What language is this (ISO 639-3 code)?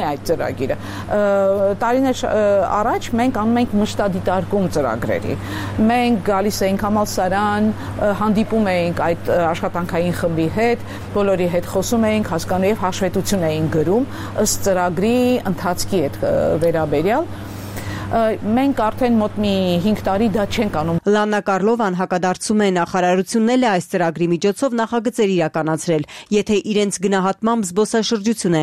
hye